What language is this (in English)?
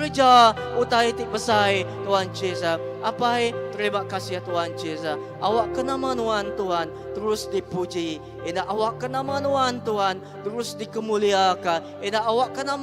Iban